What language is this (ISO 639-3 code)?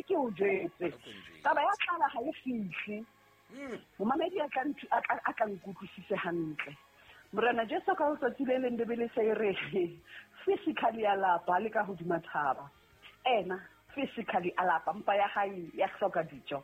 sot